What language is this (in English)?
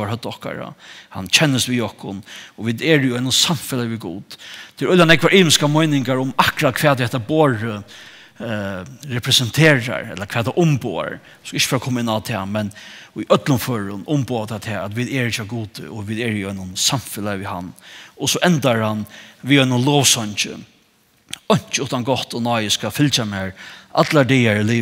Faroese